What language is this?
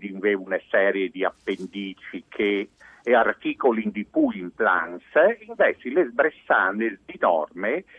Friulian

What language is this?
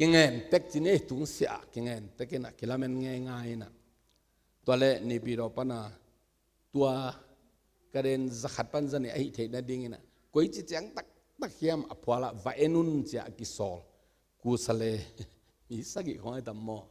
Tedim Chin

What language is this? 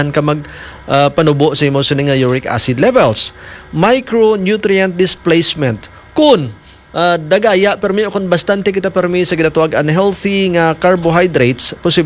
Hiligaynon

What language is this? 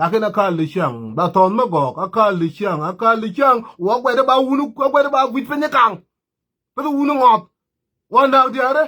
Nuer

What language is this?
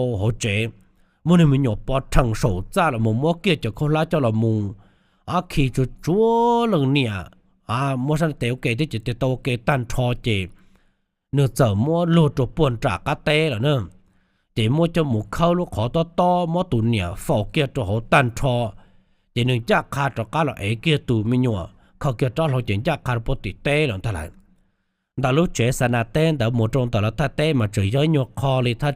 Hmong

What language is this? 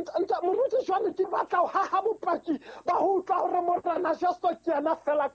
Southern Sotho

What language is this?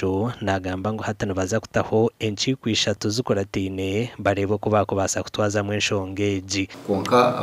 Nyankole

